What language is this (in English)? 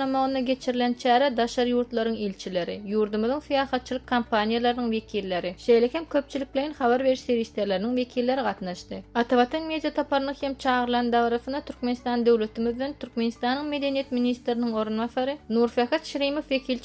Turkmen